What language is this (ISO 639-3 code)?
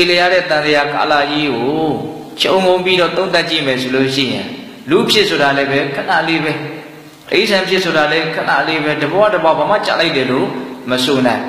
mya